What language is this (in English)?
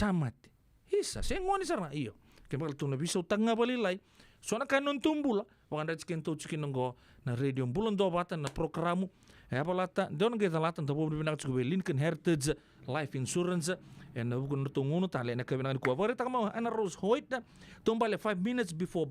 Fijian